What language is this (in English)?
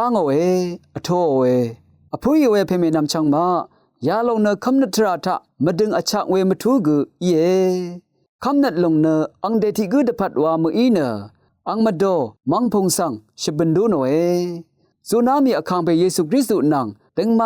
Rawang